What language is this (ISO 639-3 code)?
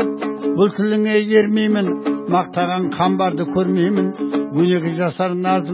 kaz